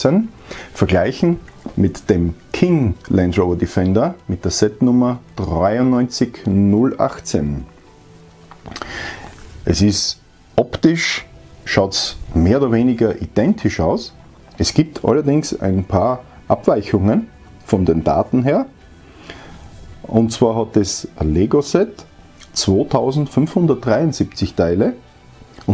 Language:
German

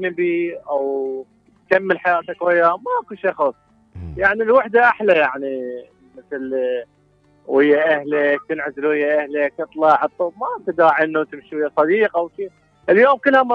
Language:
Mesopotamian Arabic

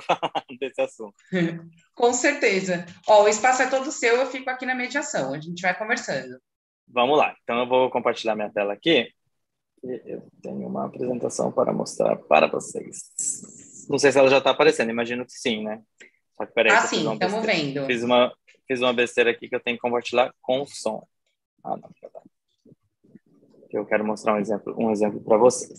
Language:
Portuguese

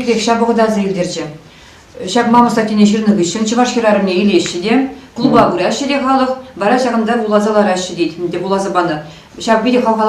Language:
Chuvash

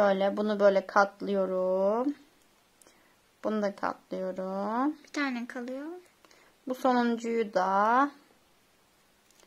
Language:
Turkish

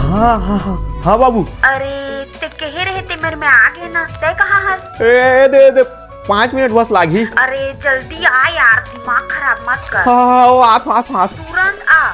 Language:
Chhattisgarhi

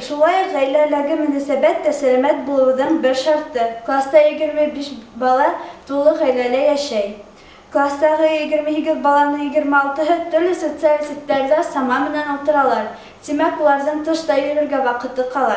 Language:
Bashkir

